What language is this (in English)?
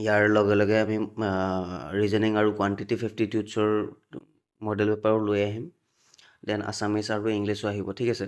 Assamese